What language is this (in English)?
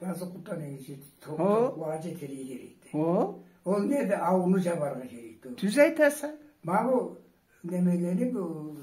Karachay-Balkar